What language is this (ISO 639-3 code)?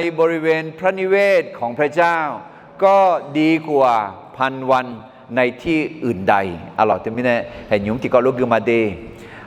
ahk